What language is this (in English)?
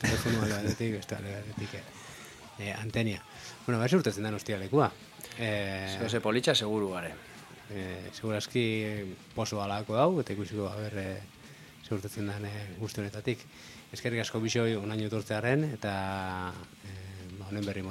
Basque